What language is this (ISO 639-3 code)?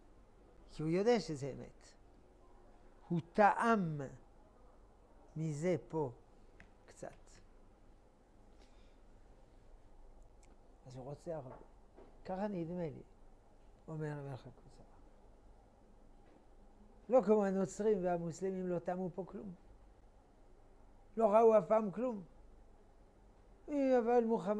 heb